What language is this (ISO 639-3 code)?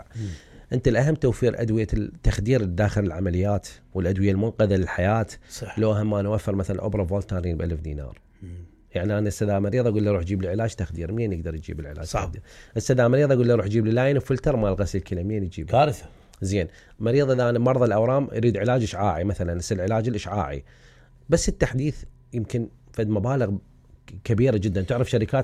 acm